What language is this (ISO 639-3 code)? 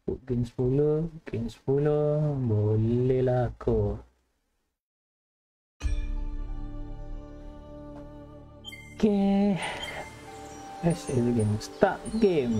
msa